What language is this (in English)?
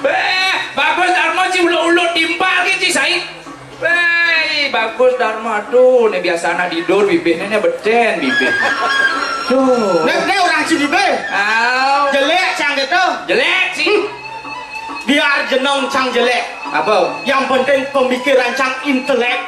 Balinese